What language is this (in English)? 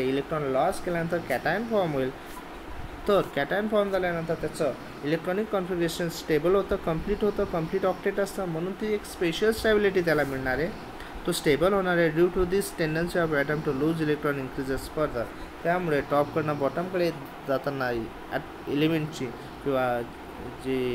Marathi